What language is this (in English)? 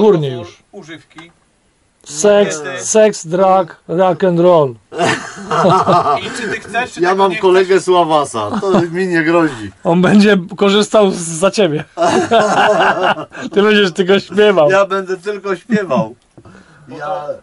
Polish